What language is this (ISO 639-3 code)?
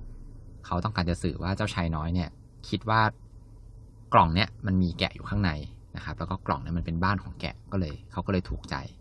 tha